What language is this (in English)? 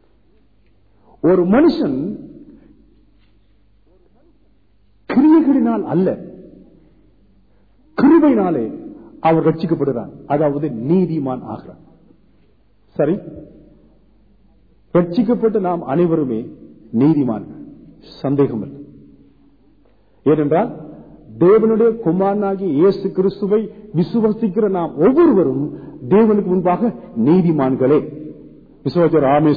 Tamil